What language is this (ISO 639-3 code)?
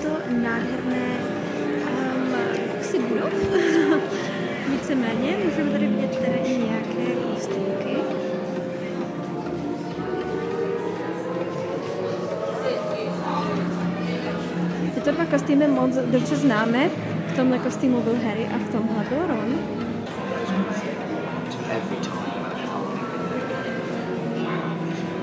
ces